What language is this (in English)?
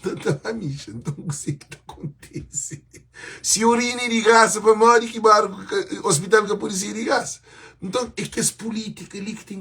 Kabuverdianu